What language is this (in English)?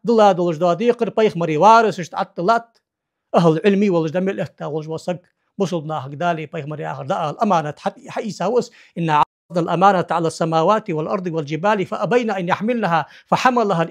Ingush